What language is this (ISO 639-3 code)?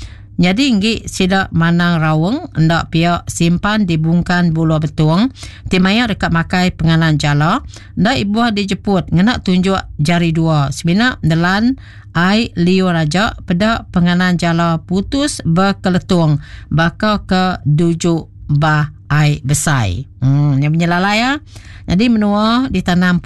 iba